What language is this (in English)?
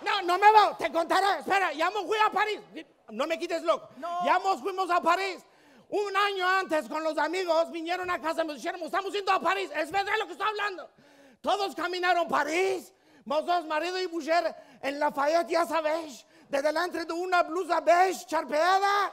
Ladino